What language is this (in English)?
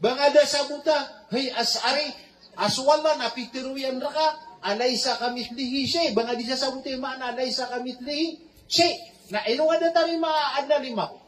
Maranao